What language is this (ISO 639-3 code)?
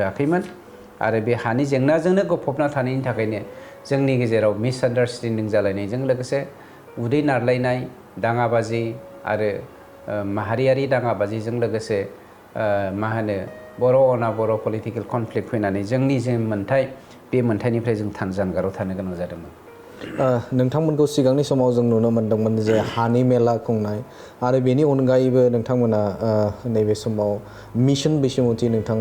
brx